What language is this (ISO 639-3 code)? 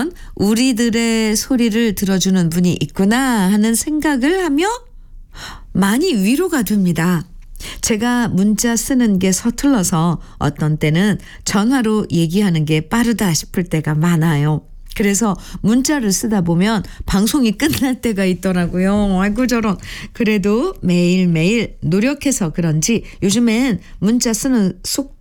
kor